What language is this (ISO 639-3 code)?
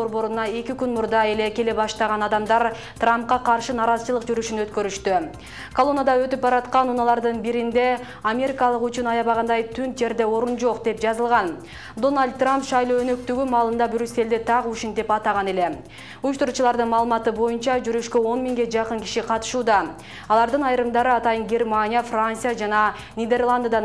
kir